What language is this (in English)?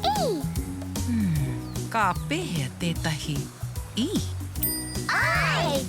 Māori